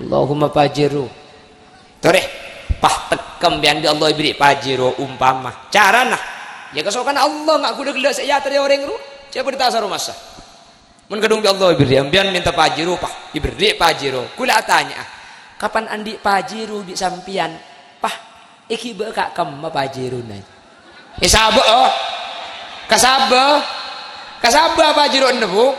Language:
Madurese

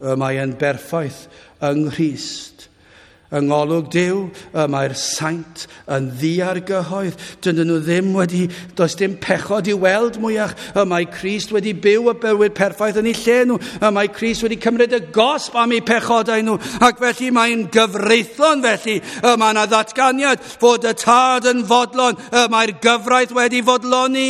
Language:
Welsh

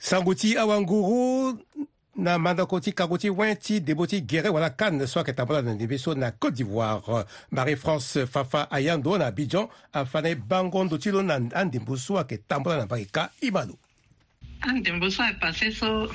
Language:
Sango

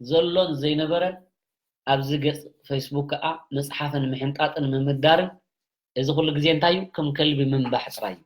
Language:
Tigrinya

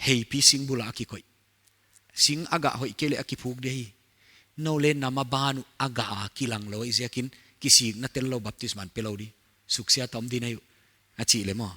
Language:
Paite Chin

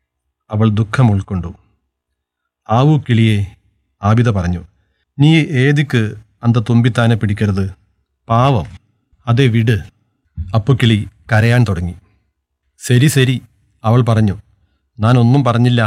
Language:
Malayalam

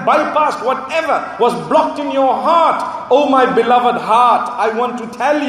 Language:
English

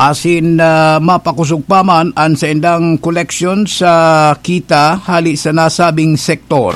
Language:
Bikol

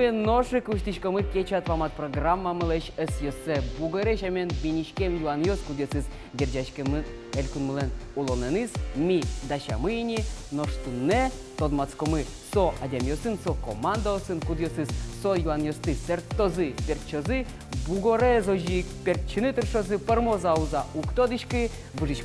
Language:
Udmurt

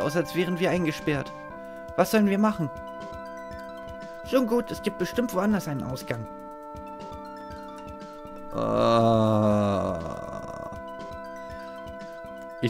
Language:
German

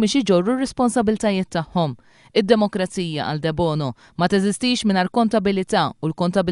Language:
Maltese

